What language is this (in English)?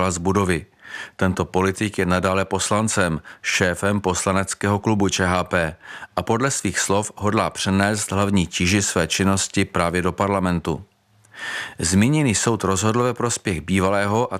Czech